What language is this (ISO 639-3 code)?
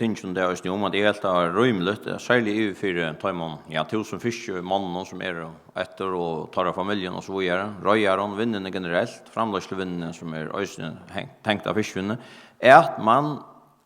fao